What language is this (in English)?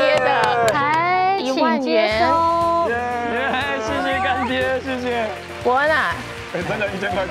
Chinese